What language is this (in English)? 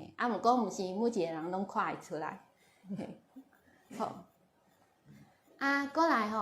Min Nan Chinese